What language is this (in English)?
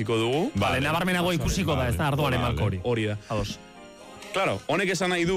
Basque